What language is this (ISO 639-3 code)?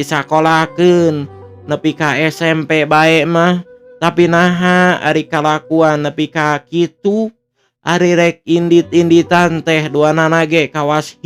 sun